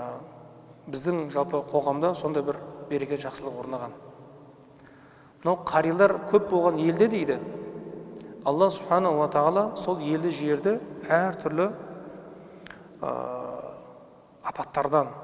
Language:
Kazakh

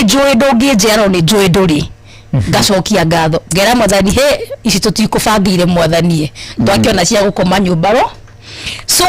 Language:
Kikuyu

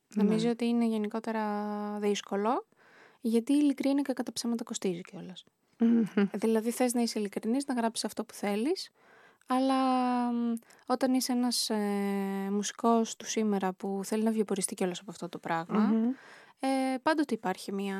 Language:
Greek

